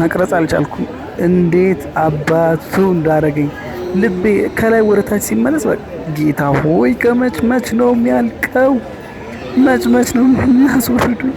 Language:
Amharic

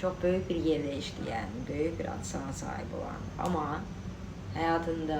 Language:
Azerbaijani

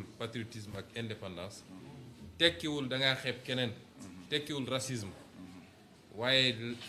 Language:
Wolof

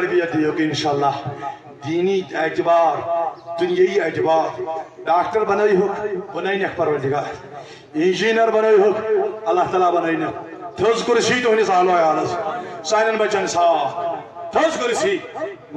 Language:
Kashmiri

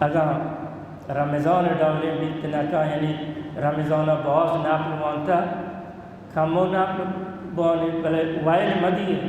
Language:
Baluchi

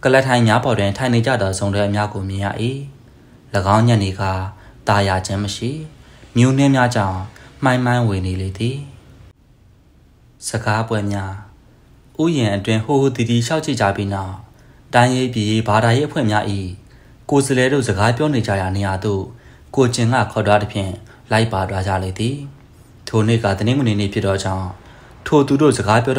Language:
Burmese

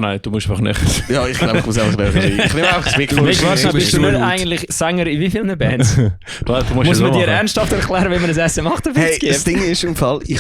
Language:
Swiss German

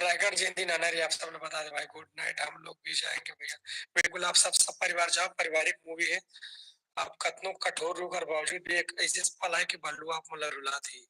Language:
Chhattisgarhi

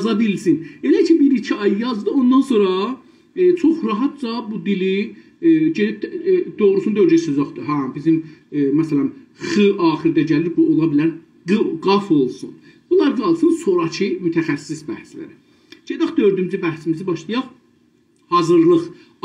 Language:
South Azerbaijani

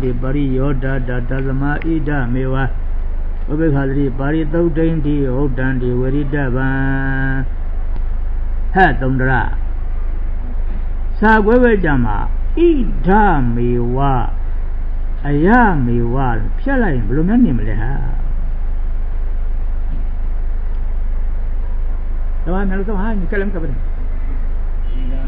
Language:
Burmese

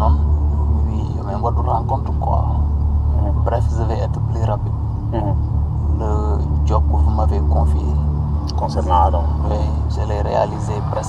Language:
Fula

